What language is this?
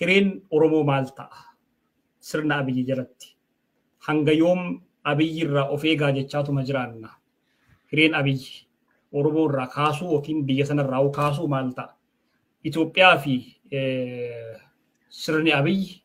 Oromo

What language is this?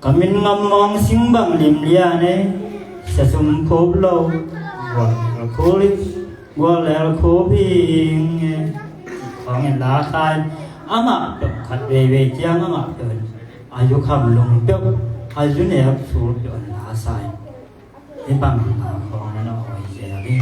Tedim Chin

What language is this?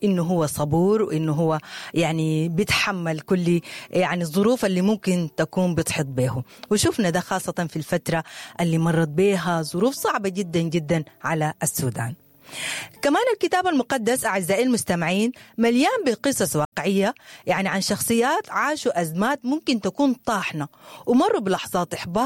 Sudanese Arabic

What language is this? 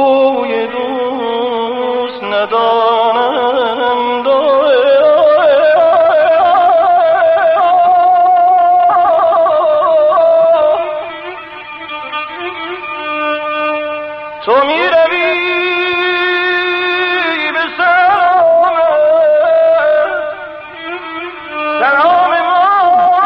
Persian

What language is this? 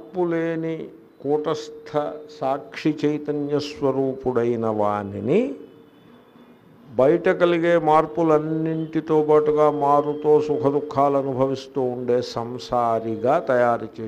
Telugu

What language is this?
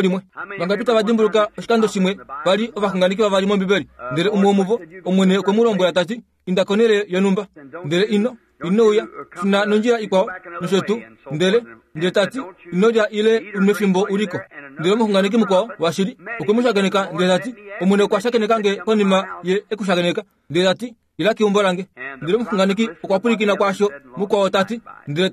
Kuanyama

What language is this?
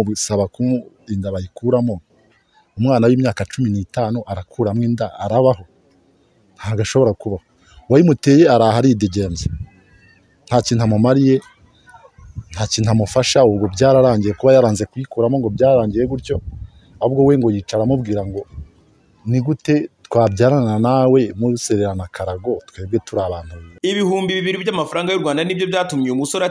Kinyarwanda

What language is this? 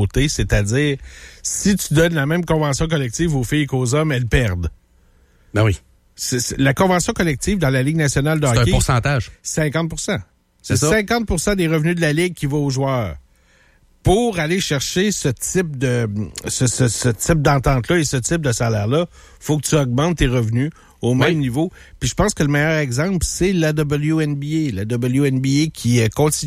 French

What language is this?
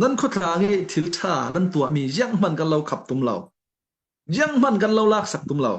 Falam Chin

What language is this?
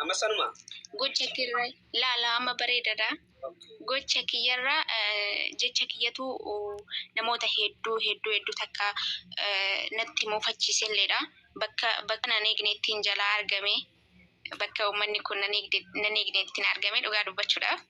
Oromo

